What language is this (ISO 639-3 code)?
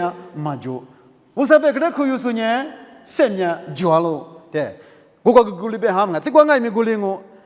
lis